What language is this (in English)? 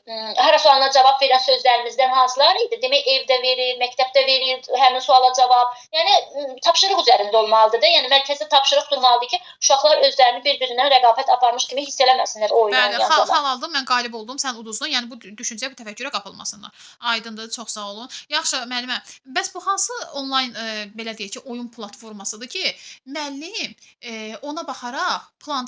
Azerbaijani